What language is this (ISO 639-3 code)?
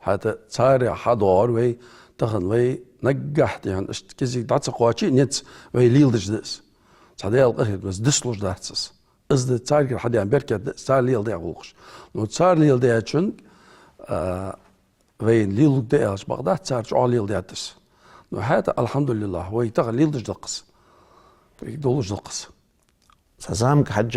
inh